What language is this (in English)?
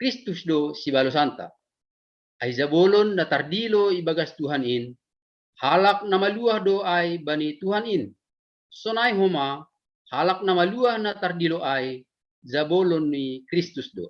Batak Simalungun